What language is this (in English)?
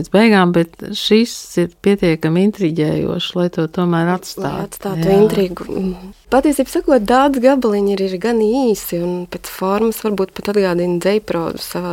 Latvian